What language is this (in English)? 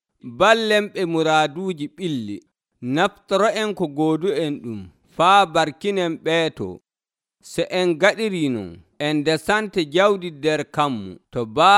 Nigerian Fulfulde